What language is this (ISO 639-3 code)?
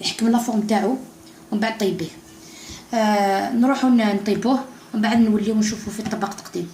arq